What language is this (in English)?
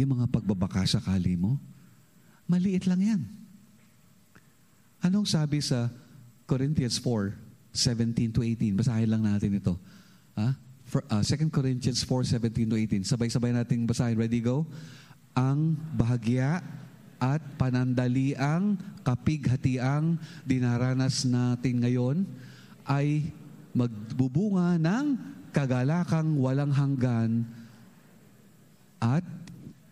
Filipino